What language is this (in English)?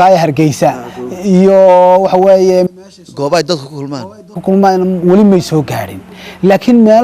Somali